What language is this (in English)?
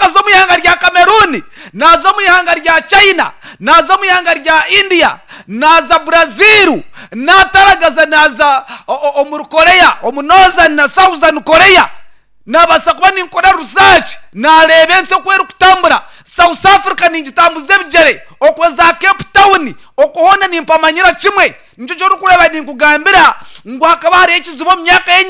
Nyankole